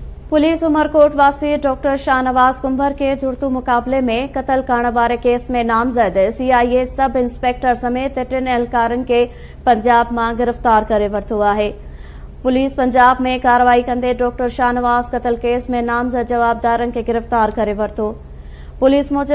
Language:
Sindhi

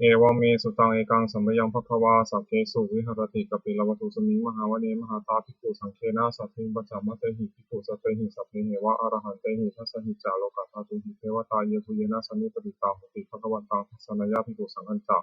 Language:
Pali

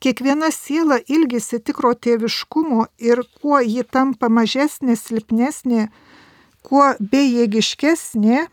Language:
Lithuanian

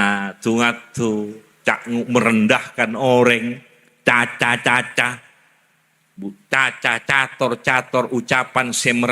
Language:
Madurese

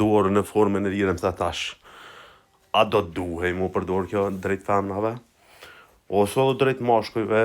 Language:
Albanian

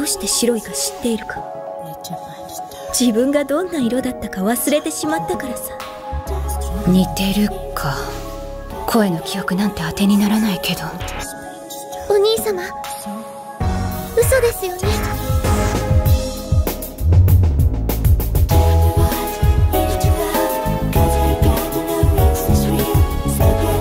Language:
Japanese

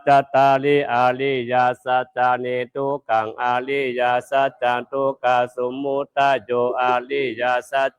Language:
Pali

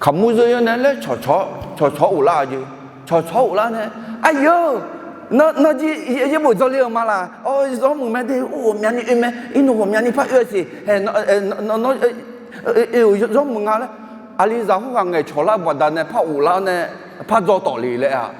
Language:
Akha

